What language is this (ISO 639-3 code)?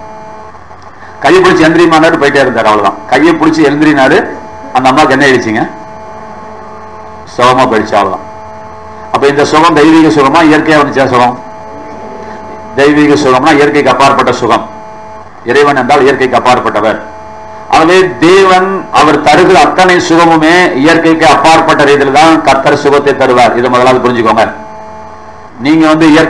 tam